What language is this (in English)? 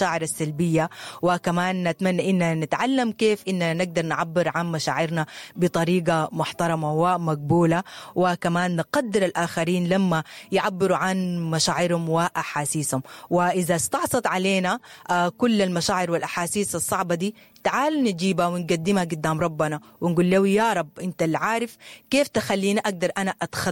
Sudanese Arabic